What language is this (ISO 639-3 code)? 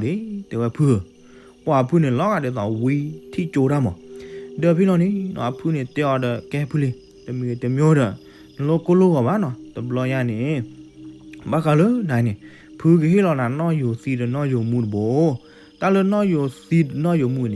ksw